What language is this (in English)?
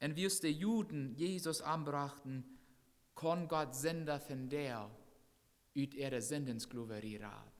Plautdietsch